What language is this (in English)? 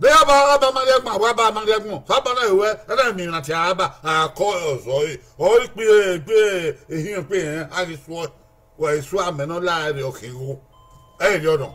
Bini